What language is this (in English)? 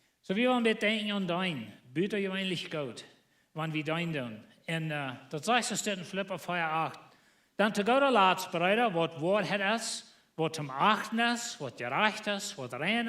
Plautdietsch